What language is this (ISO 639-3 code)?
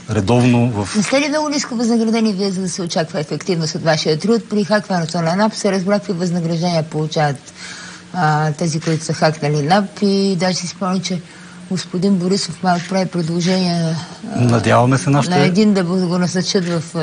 bul